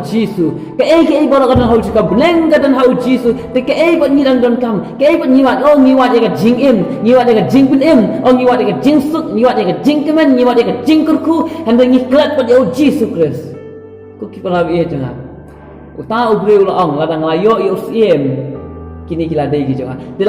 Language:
Khasi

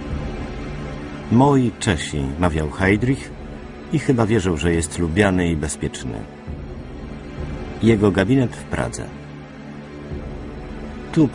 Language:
Polish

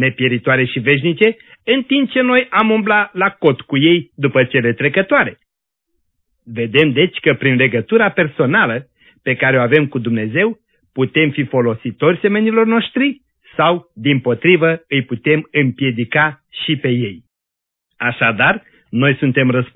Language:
Romanian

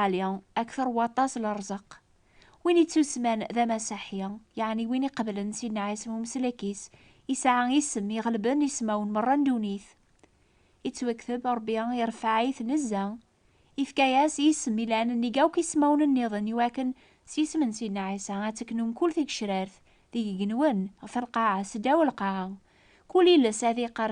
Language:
Kabyle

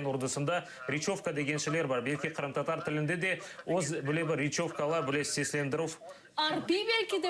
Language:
Crimean Tatar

